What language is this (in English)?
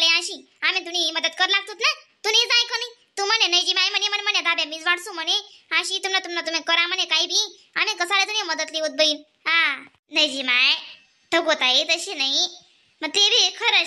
Khandesi